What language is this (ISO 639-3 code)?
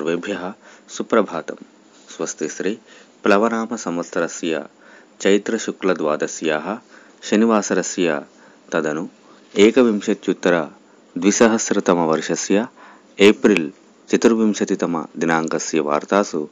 san